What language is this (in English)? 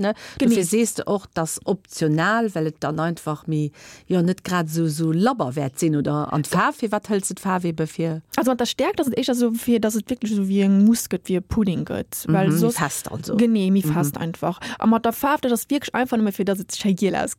Luxembourgish